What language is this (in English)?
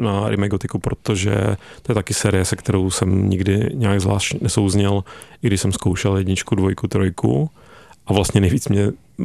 Czech